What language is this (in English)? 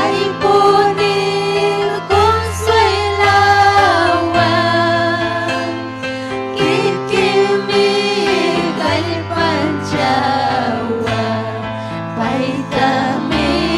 Ayacucho Quechua